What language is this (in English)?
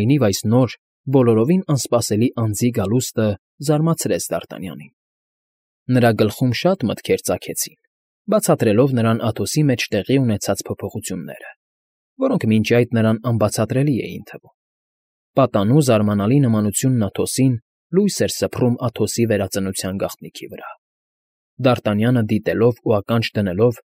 Armenian